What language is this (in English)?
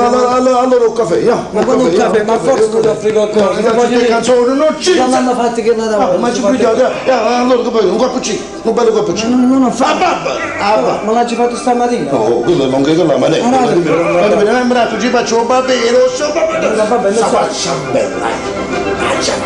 Neapolitan